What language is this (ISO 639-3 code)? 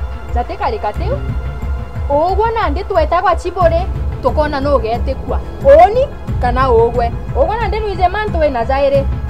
mer